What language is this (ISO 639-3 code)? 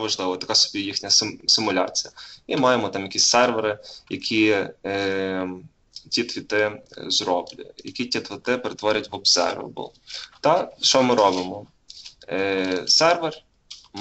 ukr